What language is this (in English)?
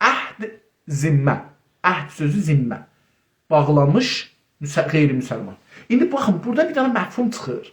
South Azerbaijani